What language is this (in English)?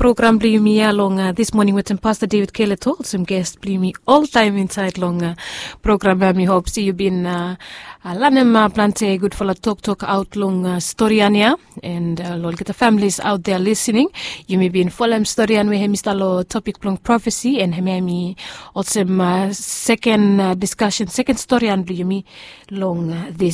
Bislama